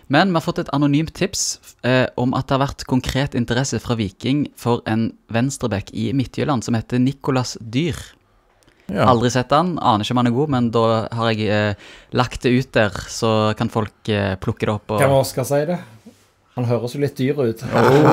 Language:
Norwegian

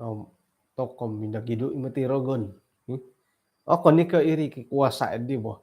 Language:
Central Dusun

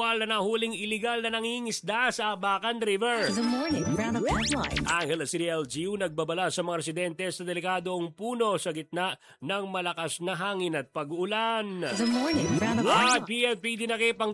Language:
Filipino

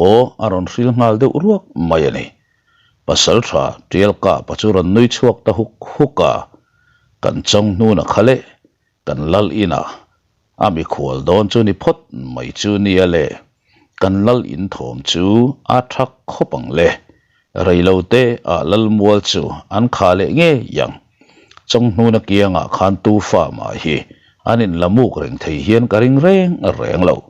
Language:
Mizo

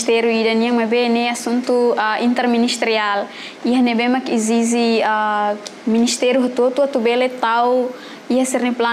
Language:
Tetum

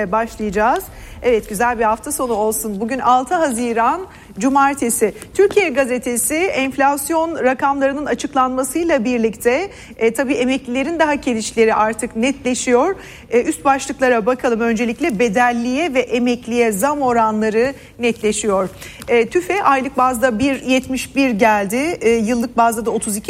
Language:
Turkish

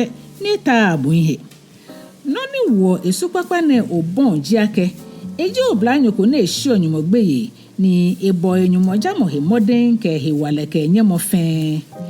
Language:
Ga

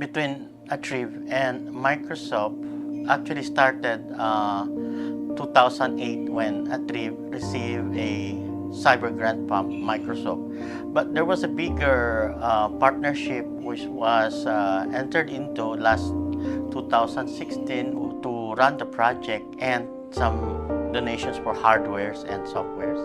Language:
Waray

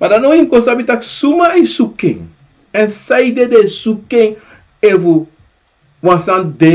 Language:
Sranan Tongo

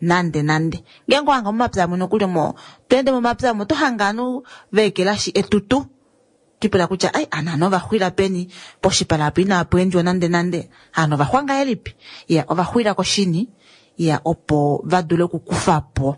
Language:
Kuanyama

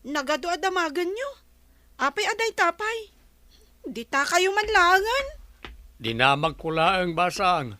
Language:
Iloko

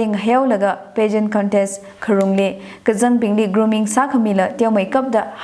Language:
Tangkhul Naga (India)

